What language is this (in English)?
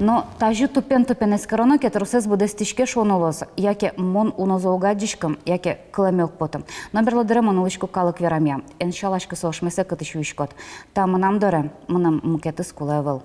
Udmurt